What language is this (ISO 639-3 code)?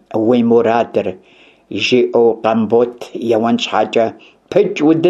kbd